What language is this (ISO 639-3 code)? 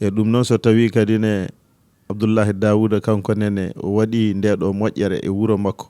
ful